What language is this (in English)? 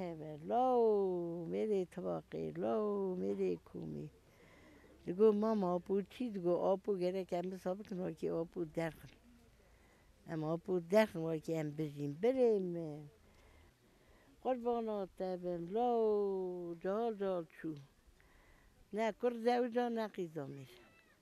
Kurdish